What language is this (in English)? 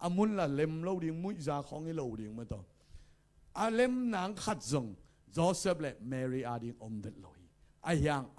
Tedim Chin